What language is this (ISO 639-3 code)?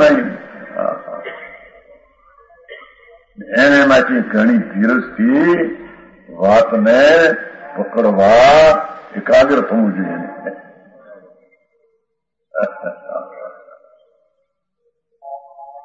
guj